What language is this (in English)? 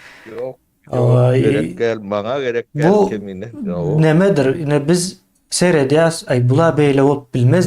Turkmen